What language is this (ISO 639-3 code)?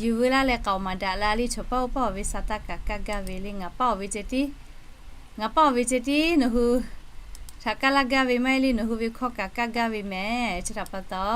lhu